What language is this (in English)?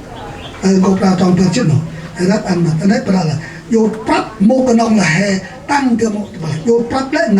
Central Mnong